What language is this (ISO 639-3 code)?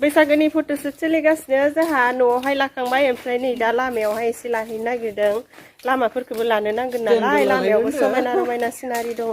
brx